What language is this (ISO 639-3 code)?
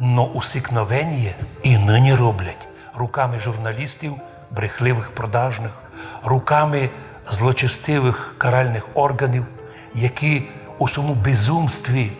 rue